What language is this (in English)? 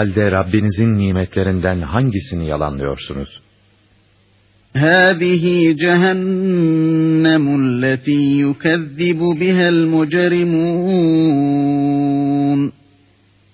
Turkish